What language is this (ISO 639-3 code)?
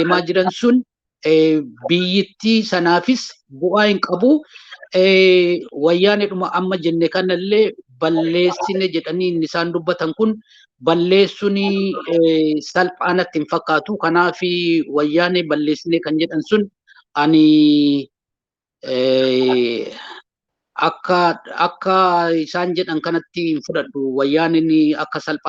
orm